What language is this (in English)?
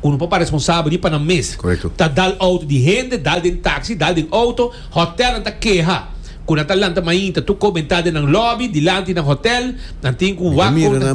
Papiamento